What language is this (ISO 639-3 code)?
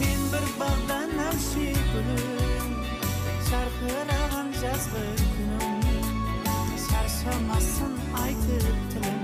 kaa